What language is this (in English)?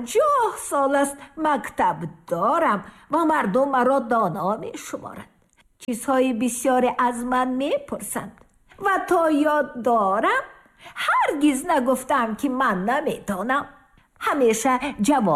Tajik